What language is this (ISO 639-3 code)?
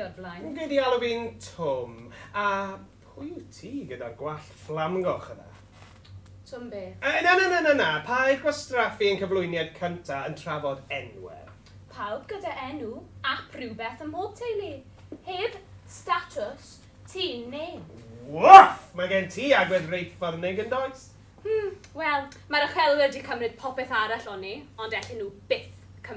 cym